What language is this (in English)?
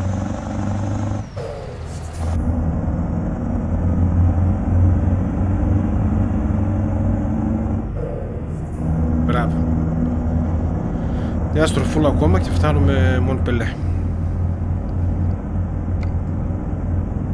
Greek